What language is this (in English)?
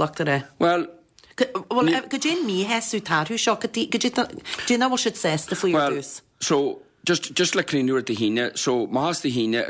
Irish